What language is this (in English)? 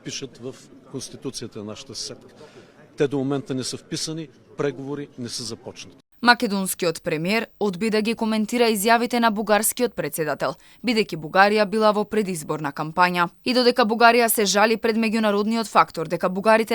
Macedonian